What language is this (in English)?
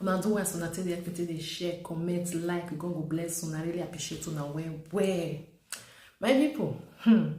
Nigerian Pidgin